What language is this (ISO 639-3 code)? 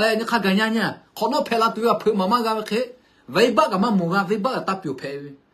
lhu